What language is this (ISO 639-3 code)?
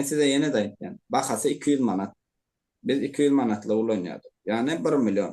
tuk